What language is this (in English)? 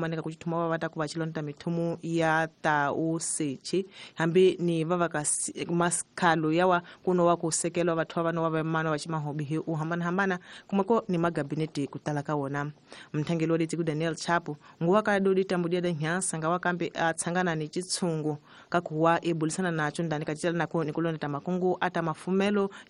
Tsonga